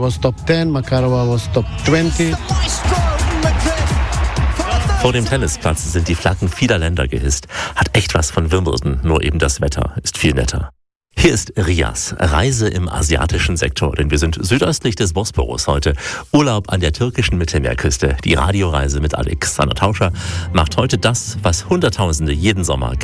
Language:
German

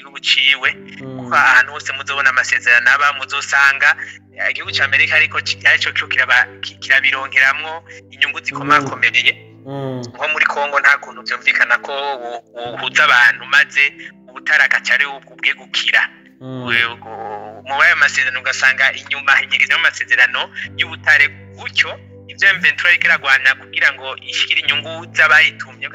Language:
Rundi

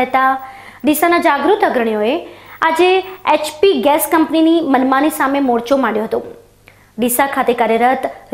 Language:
Gujarati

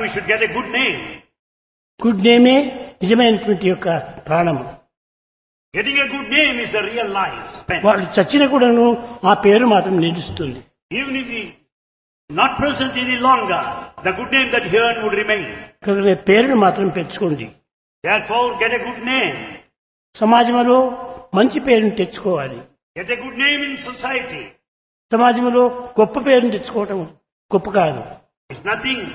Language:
Telugu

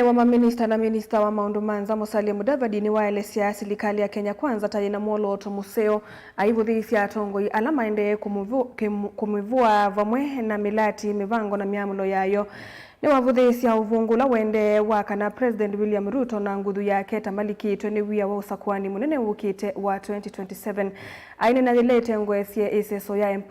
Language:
Kamba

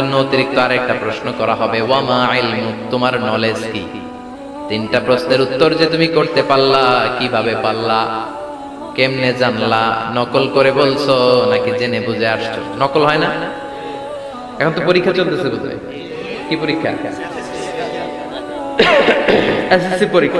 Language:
Bangla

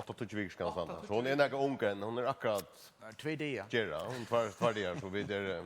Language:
Faroese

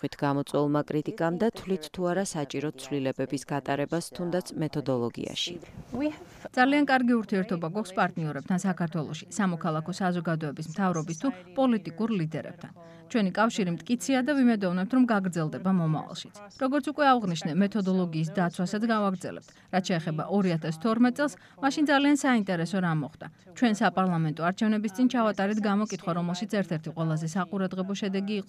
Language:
Georgian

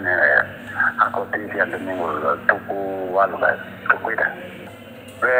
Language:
Tetum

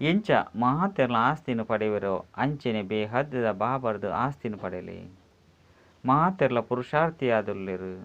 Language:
Tulu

